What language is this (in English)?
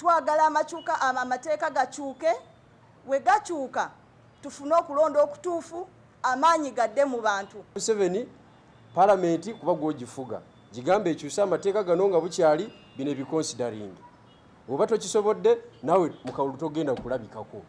Ganda